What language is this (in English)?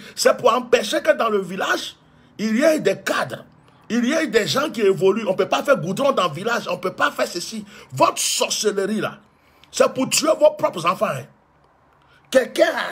French